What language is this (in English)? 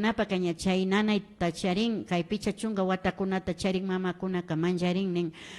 Imbabura Highland Quichua